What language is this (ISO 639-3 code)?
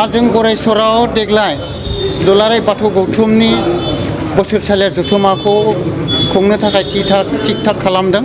brx